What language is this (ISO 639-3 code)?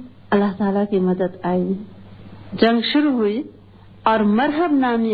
urd